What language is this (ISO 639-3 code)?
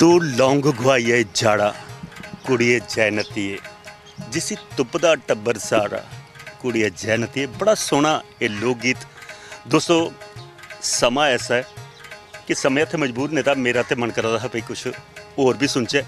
doi